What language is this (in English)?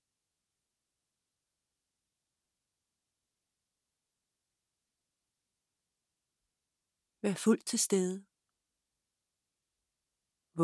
Danish